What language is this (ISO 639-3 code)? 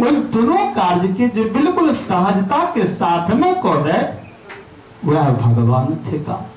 mai